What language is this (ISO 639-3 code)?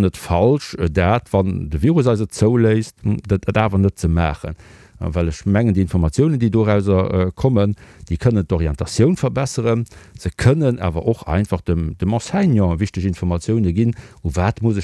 ltz